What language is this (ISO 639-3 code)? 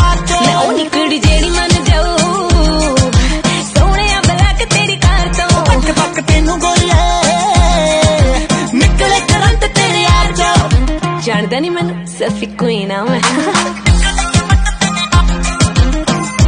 pan